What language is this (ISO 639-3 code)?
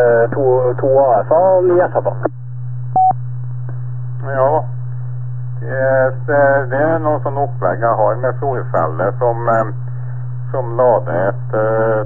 nor